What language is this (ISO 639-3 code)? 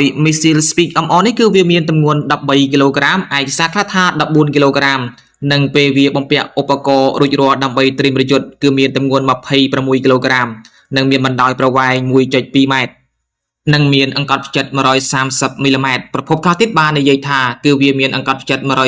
khm